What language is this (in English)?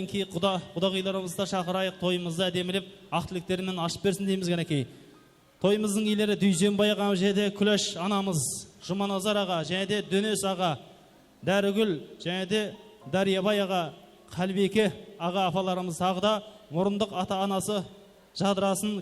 Kara-Kalpak